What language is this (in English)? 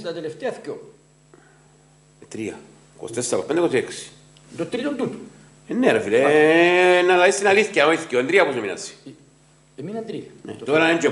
Greek